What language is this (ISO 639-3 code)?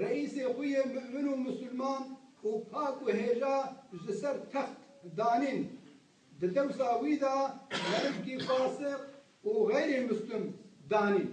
kur